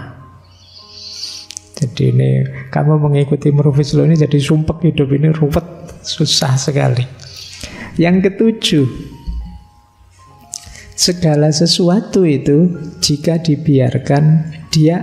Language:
Indonesian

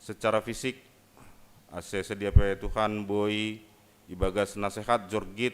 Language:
Batak Simalungun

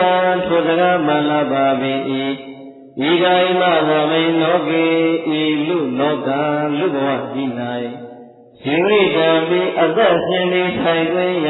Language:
Burmese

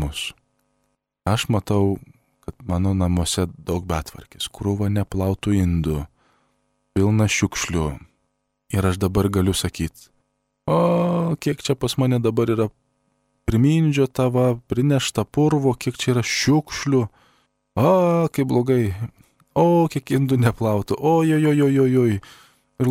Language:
Lithuanian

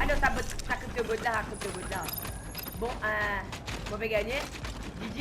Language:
Morisyen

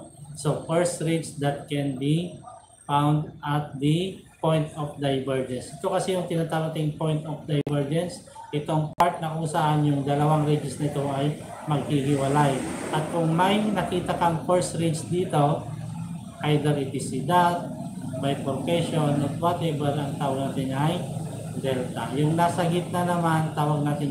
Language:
Filipino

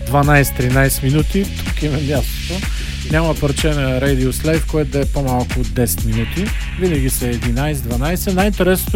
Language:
Bulgarian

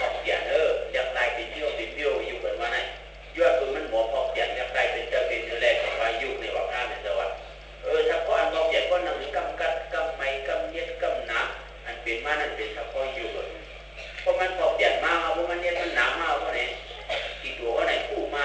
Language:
Shan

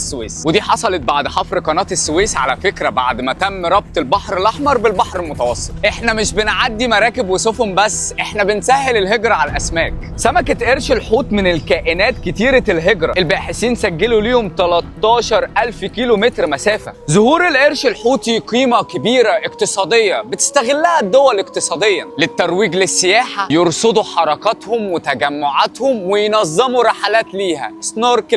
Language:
Egyptian Arabic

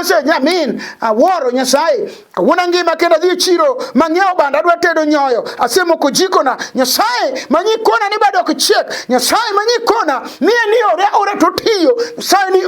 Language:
Luo (Kenya and Tanzania)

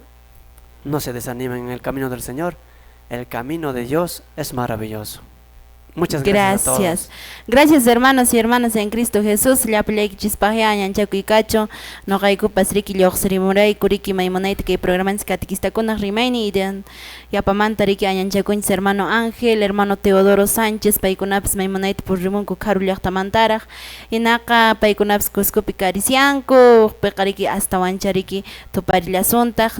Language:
Quechua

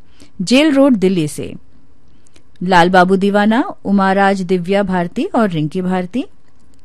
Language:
Hindi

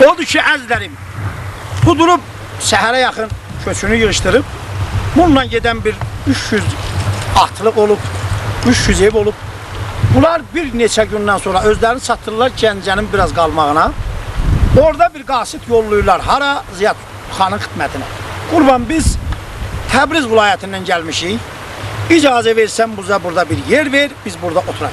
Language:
South Azerbaijani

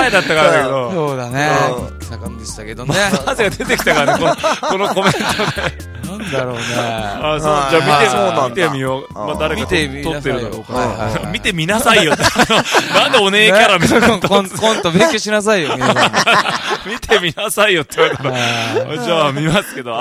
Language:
Japanese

